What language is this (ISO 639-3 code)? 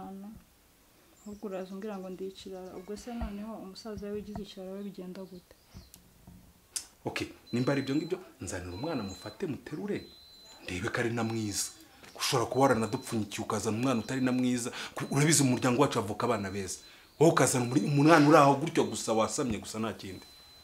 kin